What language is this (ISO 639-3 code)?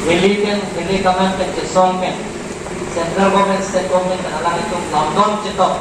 mjw